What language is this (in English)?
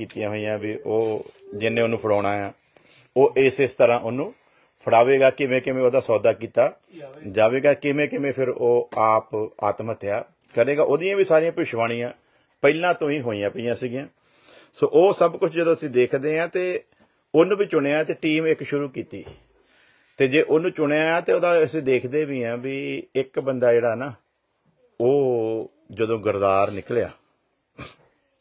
Punjabi